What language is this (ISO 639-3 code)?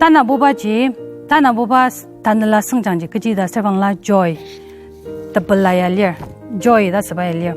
njo